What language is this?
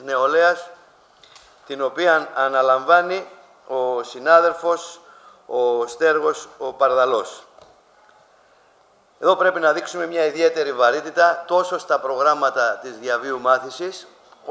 Greek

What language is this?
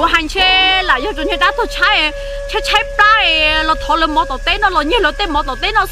Hmong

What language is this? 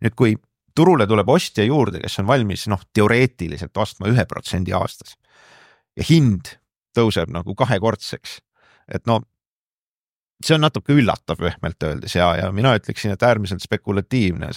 Estonian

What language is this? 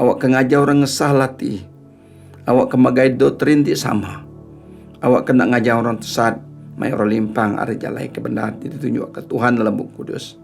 Iban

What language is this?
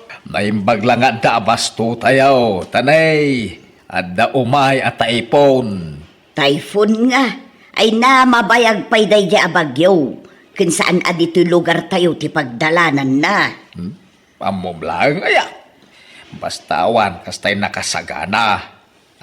Iloko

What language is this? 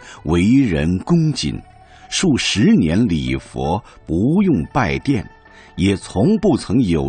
Chinese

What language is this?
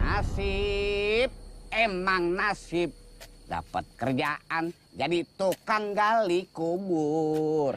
Betawi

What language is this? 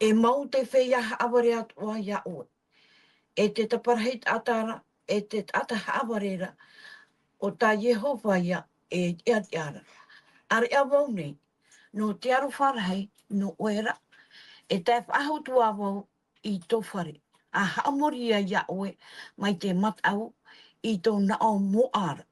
Tahitian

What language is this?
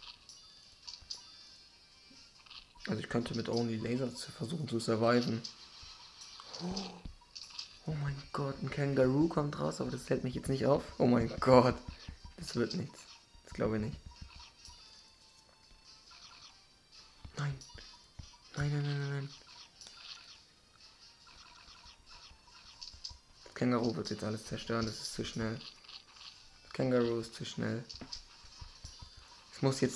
German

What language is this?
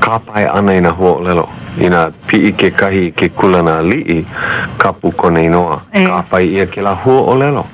Hawaiian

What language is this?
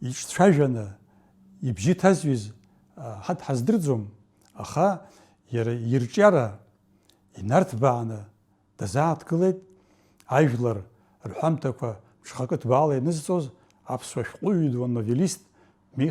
Abkhazian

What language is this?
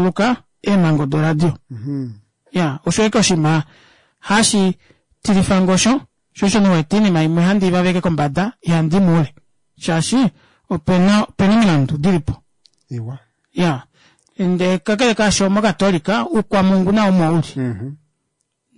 Kuanyama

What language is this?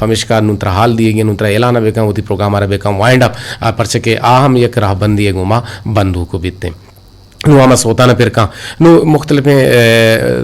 Eastern Balochi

